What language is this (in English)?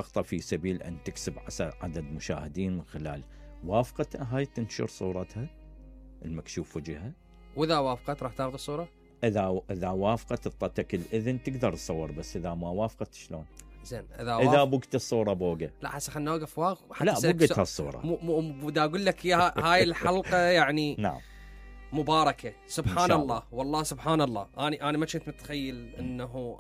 Mesopotamian Arabic